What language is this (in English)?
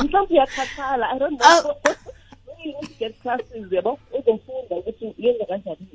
South Ndebele